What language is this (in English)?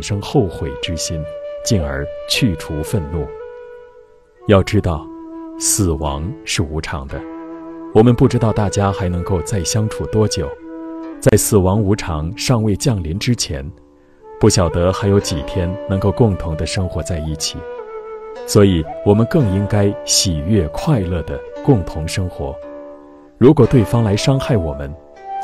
Chinese